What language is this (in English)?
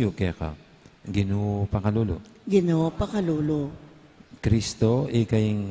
Pampanga